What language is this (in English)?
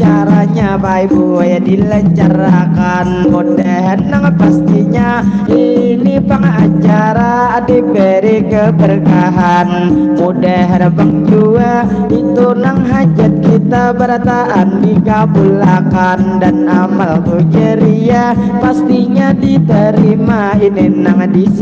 Banjar